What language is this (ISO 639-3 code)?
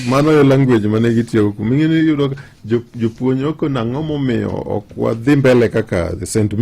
luo